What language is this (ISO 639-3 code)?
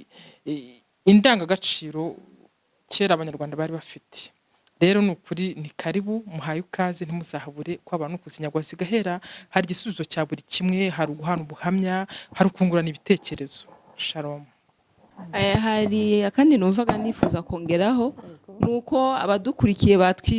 kin